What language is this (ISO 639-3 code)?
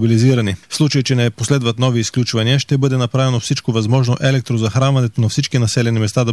bul